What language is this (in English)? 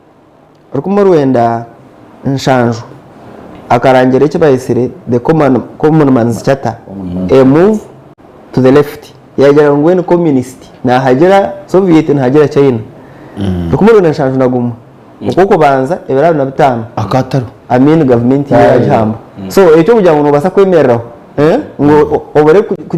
Nyankole